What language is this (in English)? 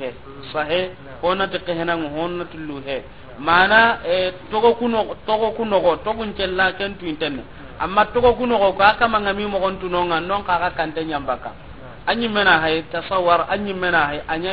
Soninke